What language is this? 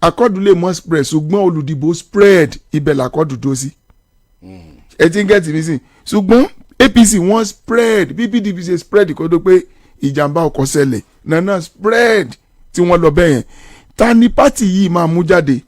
Yoruba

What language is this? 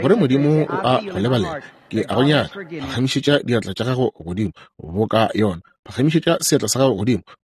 Northern Sotho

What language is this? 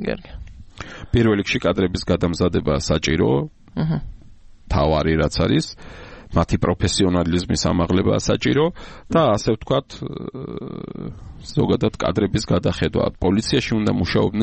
Georgian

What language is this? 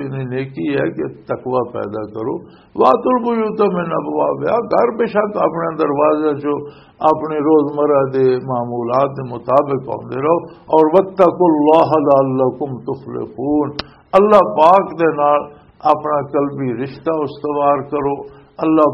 Western Panjabi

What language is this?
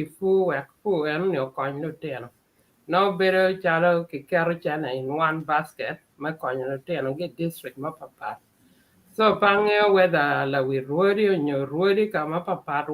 Acoli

